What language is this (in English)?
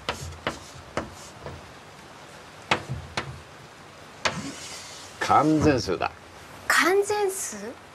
Japanese